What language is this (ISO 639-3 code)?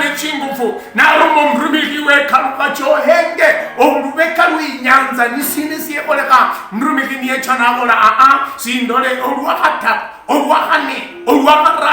luy